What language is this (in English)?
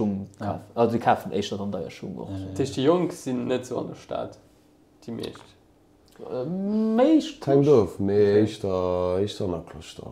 Luxembourgish